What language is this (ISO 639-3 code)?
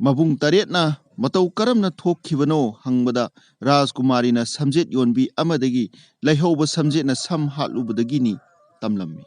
mni